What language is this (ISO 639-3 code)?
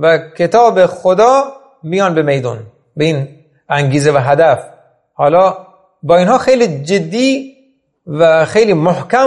fas